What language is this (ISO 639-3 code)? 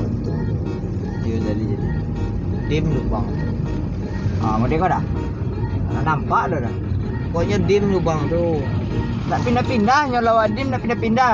min